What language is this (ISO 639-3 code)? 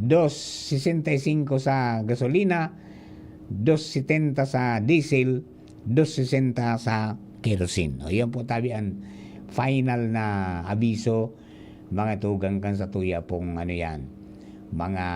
bik